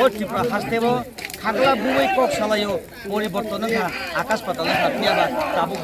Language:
Kok Borok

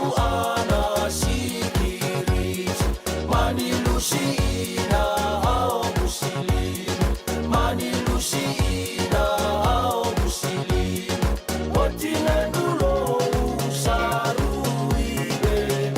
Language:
Fijian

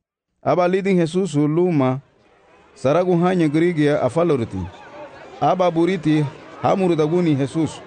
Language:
Garifuna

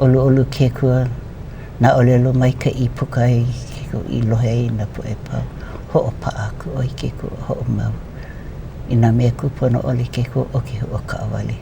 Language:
Hawaiian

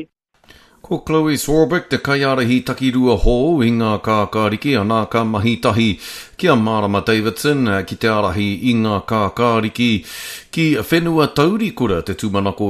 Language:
Māori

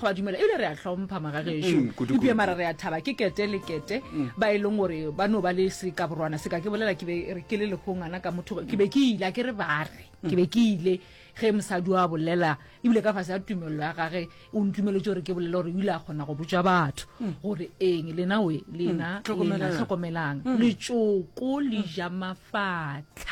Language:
Northern Sotho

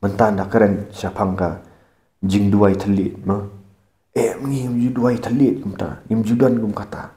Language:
Khasi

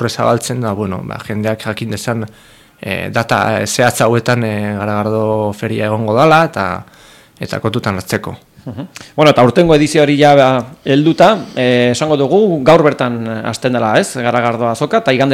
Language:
Basque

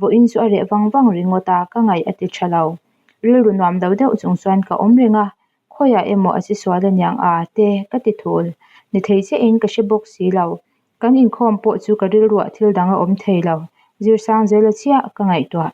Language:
Mizo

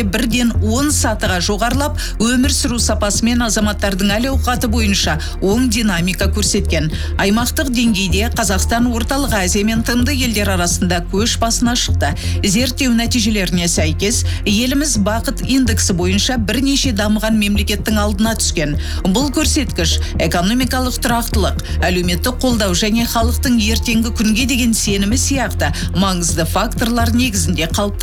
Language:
Kazakh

